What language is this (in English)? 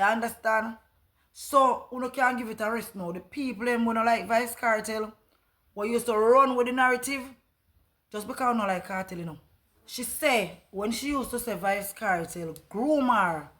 Jamaican Creole English